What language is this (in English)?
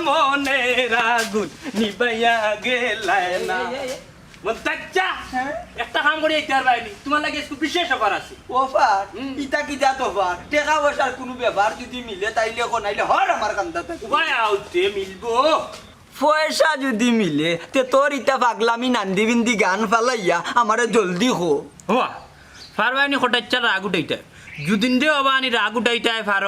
Sylheti